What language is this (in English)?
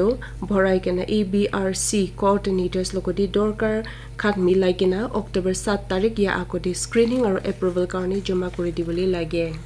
Naga Pidgin